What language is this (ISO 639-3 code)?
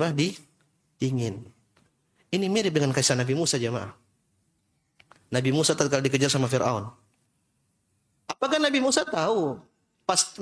ind